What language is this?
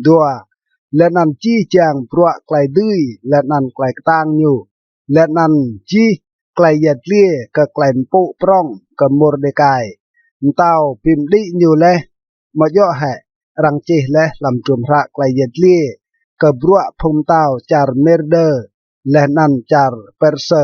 Rade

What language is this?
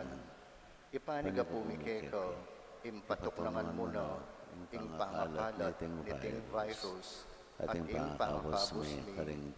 Pampanga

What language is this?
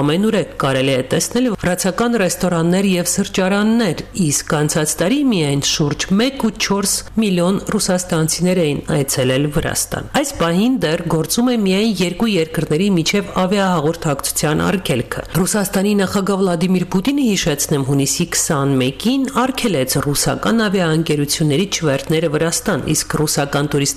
Armenian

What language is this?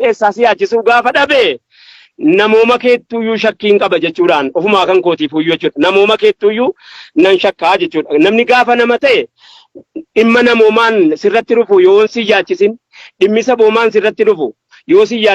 Oromo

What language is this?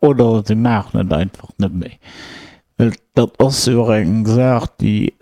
Luxembourgish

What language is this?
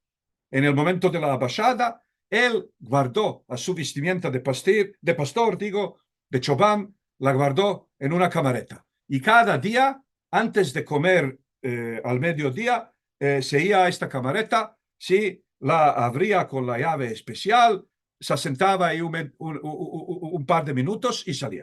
Ladino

